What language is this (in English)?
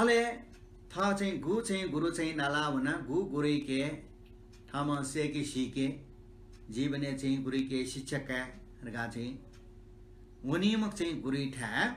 Newari